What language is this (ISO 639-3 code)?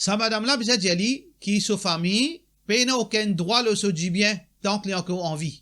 mfe